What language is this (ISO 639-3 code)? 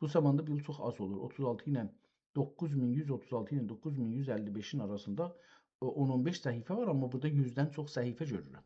azb